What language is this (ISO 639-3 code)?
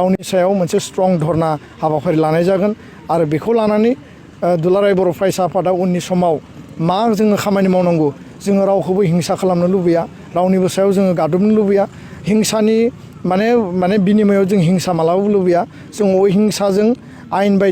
brx